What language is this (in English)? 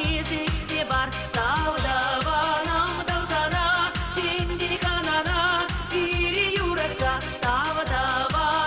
Chuvash